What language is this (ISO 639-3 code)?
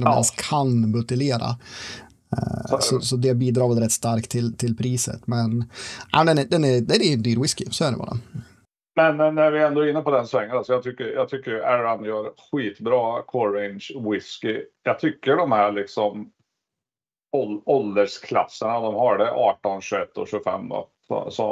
swe